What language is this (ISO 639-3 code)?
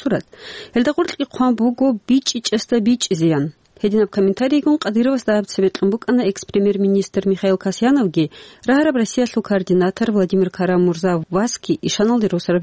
ava